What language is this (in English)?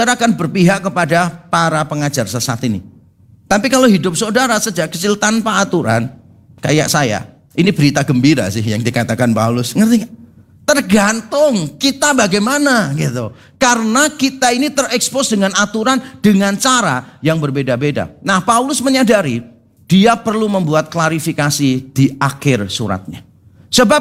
Indonesian